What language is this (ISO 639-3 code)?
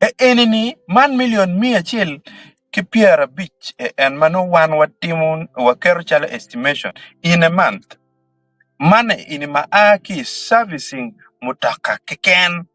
ach